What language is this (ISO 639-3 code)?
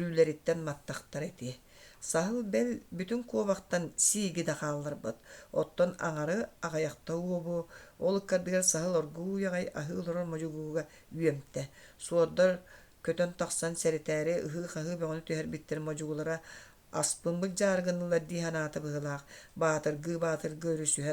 sah